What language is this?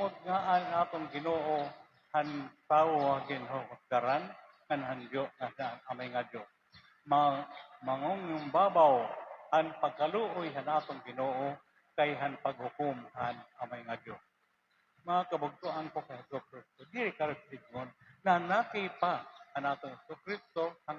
Waray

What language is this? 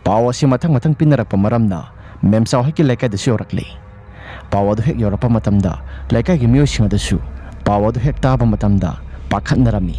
Manipuri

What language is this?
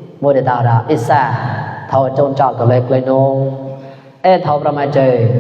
Mon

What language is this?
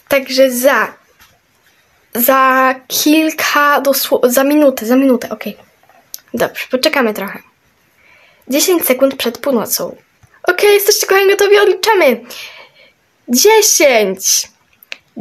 Polish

